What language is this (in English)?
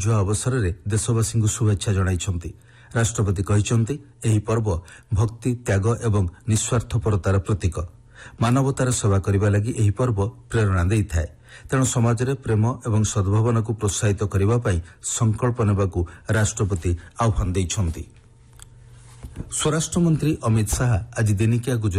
Odia